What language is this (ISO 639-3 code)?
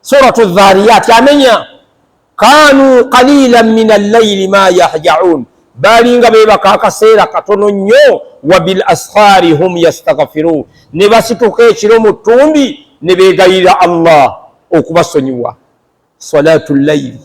lug